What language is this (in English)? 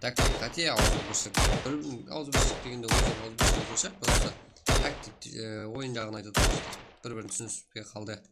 Kara-Kalpak